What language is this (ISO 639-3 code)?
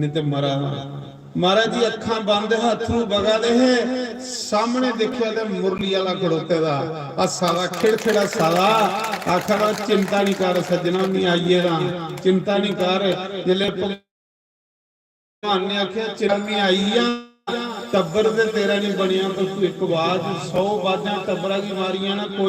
doi